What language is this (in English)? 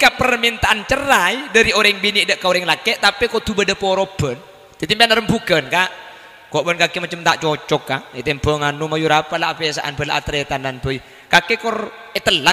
Madurese